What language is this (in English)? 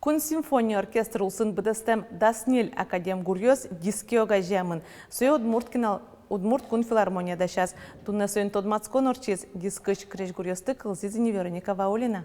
Udmurt